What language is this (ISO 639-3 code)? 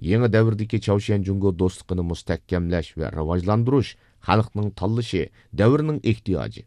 uig